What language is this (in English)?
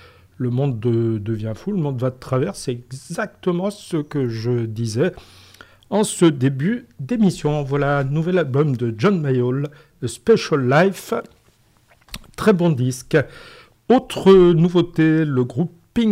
French